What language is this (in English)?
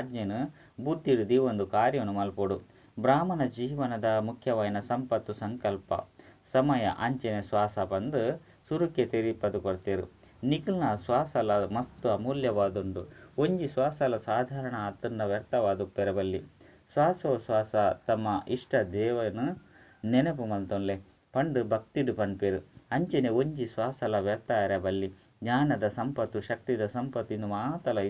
Tulu